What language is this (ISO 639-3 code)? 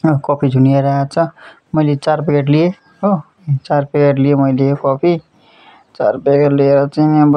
nep